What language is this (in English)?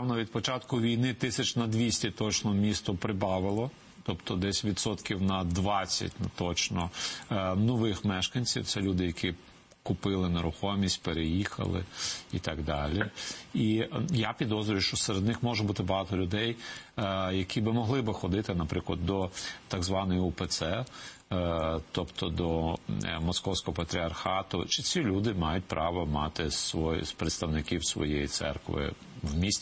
Ukrainian